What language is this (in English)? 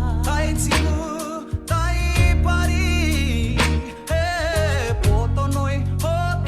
Māori